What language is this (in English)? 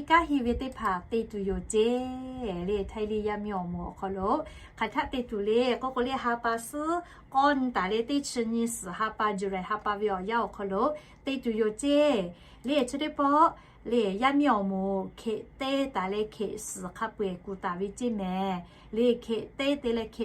Lahu